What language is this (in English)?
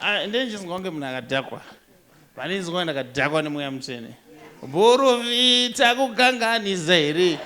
Shona